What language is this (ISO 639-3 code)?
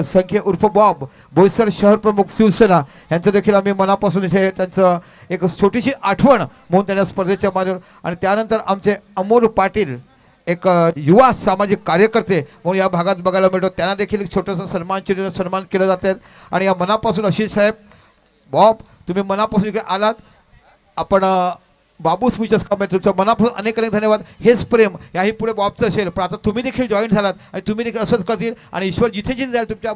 mar